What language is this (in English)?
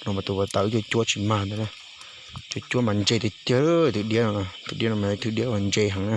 Hmong